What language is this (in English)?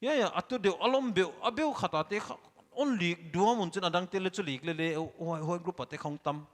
Paite Chin